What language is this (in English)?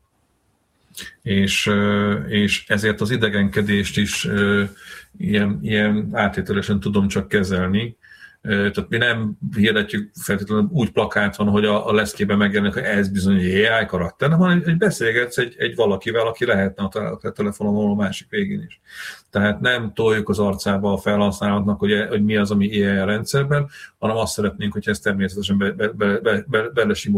Hungarian